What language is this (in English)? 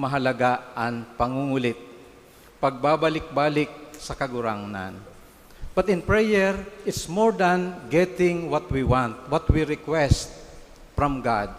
Bikol